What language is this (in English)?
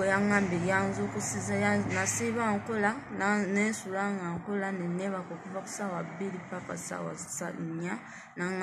Ganda